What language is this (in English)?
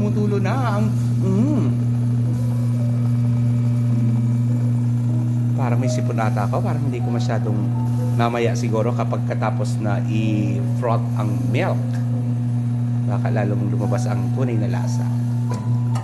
Filipino